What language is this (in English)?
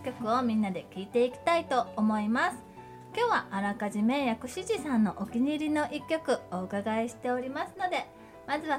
Japanese